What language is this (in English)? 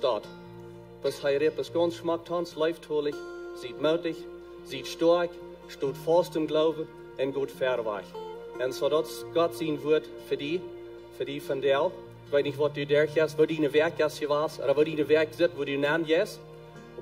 Plautdietsch